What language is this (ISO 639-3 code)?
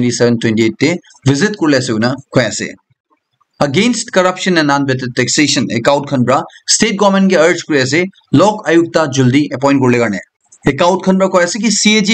nag